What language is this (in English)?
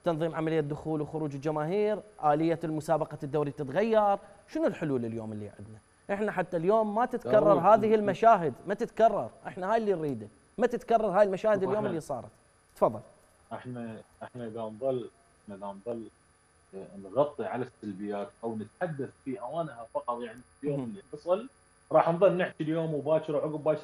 Mesopotamian Arabic